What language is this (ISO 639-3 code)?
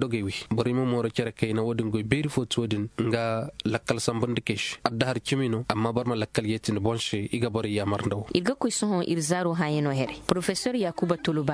ses